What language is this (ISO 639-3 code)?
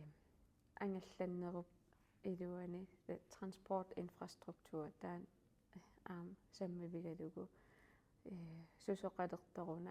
kal